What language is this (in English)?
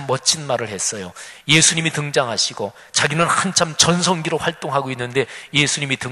Korean